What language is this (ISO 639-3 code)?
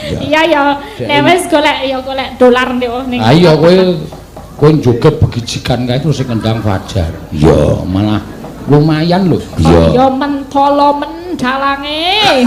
jav